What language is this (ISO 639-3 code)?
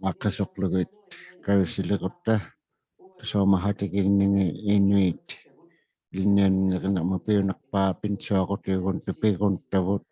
iku